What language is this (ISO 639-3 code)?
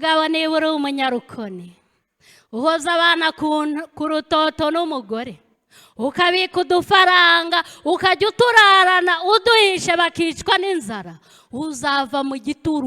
kin